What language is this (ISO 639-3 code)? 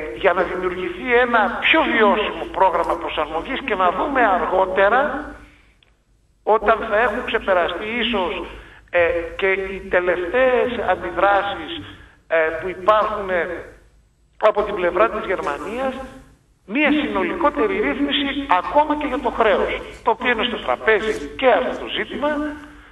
ell